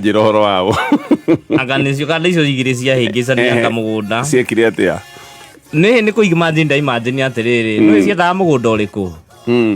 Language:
Kikuyu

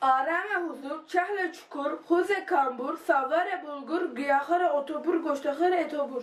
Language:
Kurdish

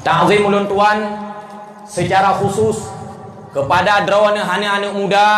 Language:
Achinese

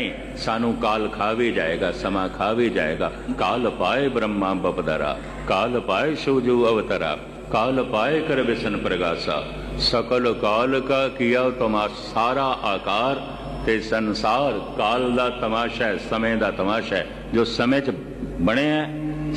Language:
Punjabi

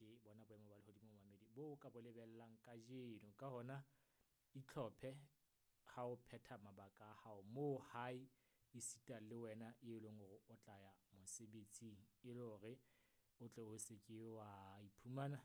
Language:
Southern Sotho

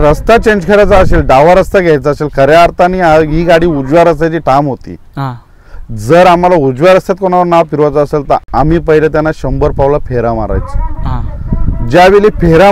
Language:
Marathi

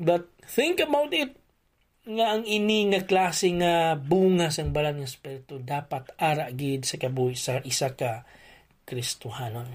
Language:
Hiligaynon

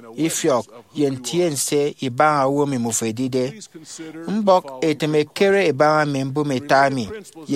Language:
Efik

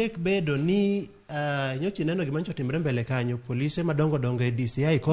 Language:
Luo (Kenya and Tanzania)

